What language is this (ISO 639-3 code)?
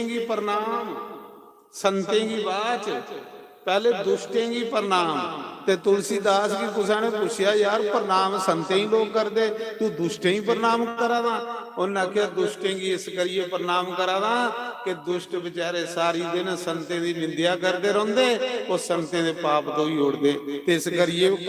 doi